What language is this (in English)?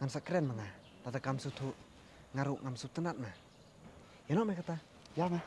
Khasi